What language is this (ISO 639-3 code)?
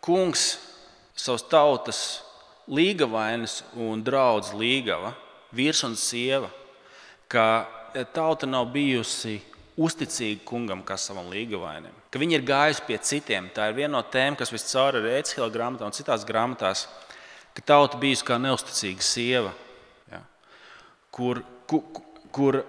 lav